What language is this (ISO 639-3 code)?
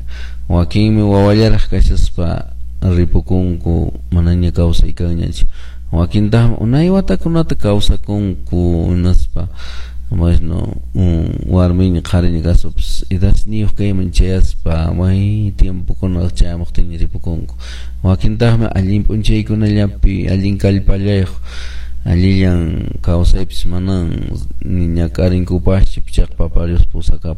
que